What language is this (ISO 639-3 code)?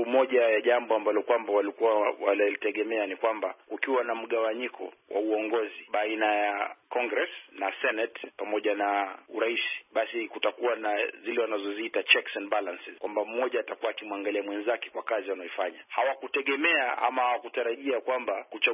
swa